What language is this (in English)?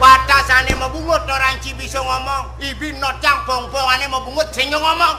Balinese